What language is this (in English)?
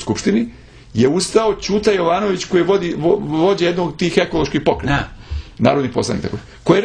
Serbian